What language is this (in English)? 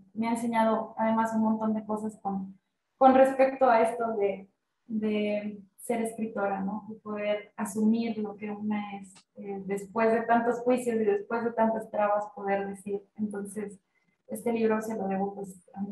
Spanish